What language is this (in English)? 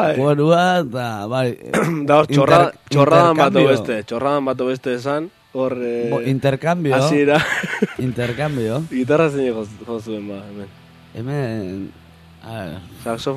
Basque